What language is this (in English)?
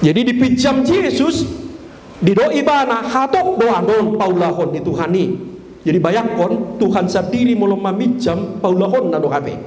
Batak Toba